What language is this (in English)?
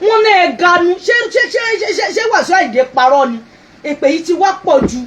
Yoruba